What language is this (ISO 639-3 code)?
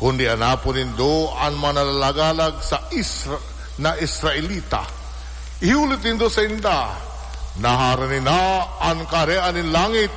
bik